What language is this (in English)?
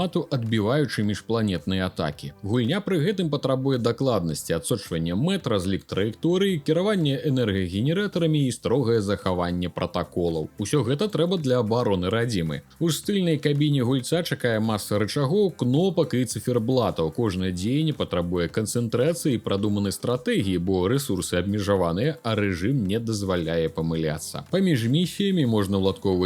Belarusian